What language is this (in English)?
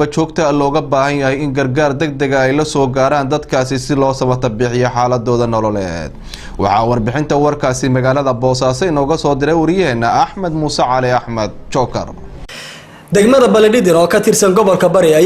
Somali